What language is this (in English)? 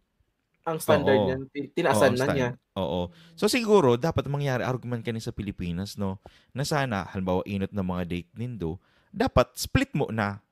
Bikol